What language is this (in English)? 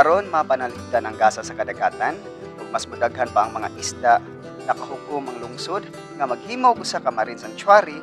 Cebuano